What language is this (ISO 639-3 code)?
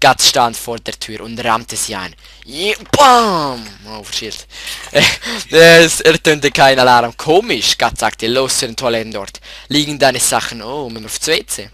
gsw